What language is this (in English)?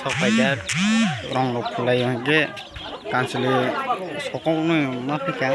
Kok Borok